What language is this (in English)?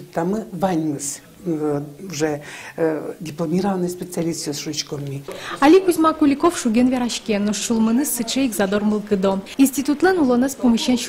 Udmurt